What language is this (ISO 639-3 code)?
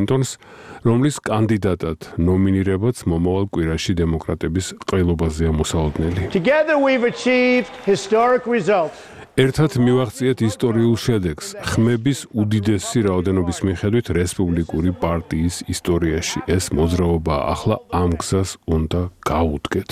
kat